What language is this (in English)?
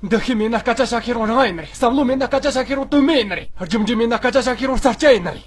Tibetan